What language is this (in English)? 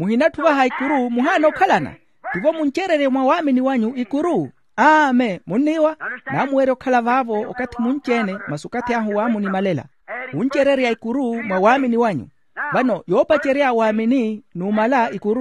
Makhuwa